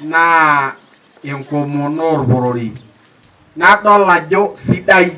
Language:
Masai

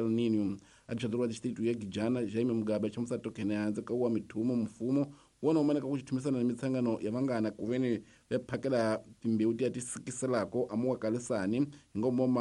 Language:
Tsonga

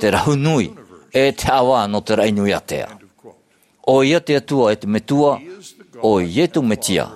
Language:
Tahitian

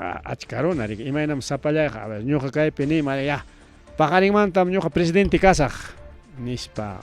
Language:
Ayacucho Quechua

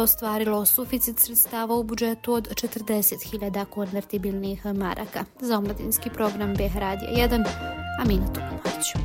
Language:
Bosnian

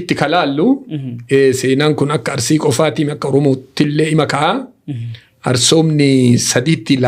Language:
Oromo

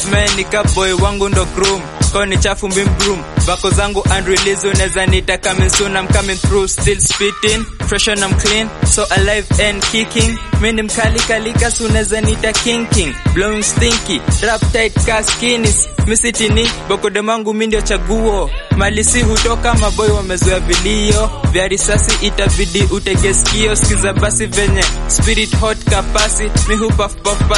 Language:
Swahili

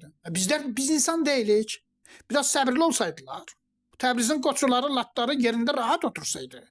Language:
Azerbaijani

